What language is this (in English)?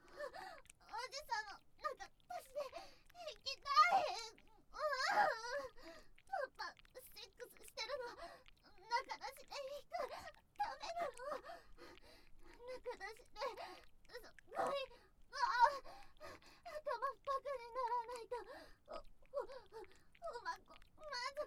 Japanese